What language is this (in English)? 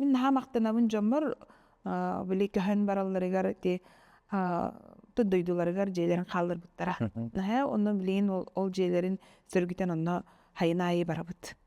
Yakut